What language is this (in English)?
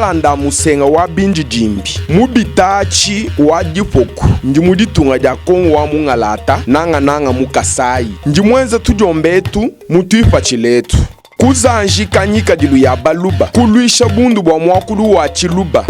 Luba-Lulua